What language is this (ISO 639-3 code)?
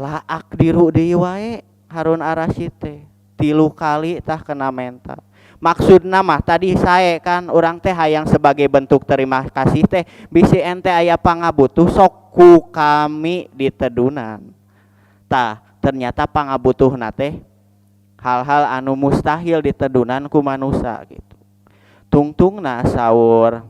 sun